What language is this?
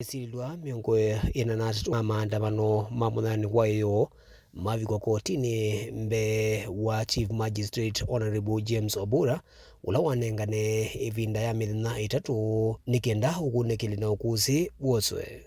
Kamba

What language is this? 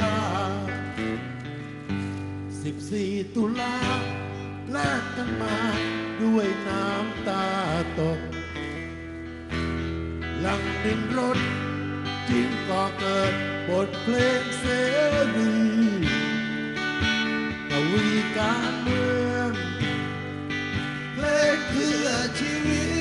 Thai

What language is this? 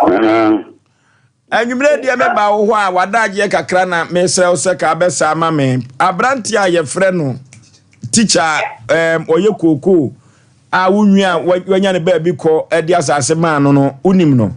Akan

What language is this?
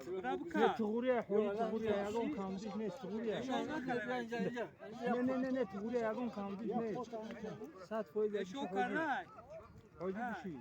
Tajik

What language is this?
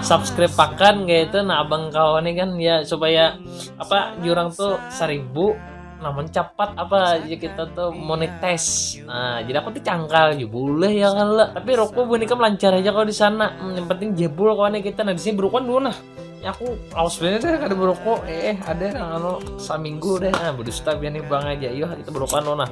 Banjar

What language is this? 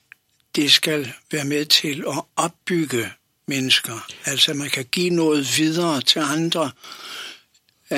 Danish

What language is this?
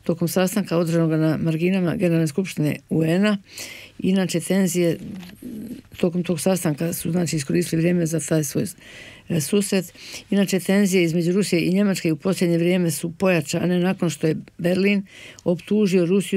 Bosnian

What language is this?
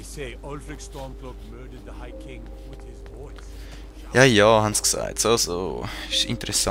Swiss German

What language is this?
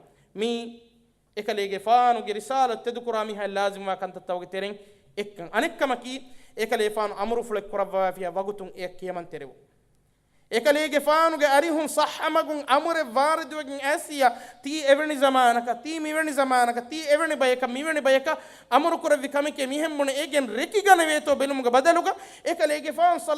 Divehi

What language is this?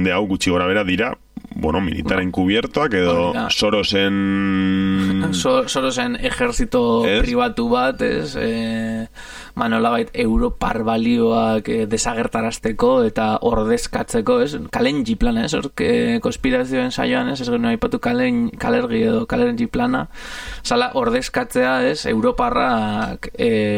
Basque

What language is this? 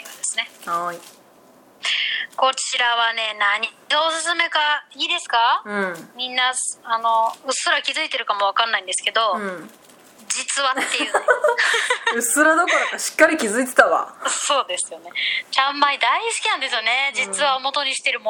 Japanese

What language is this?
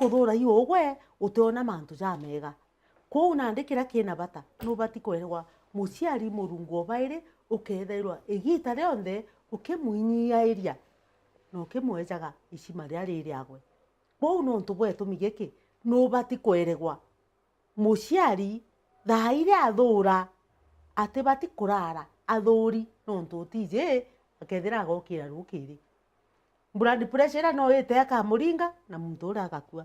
Meru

